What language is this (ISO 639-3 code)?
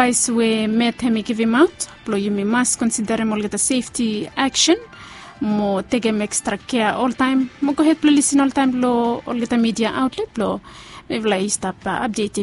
bis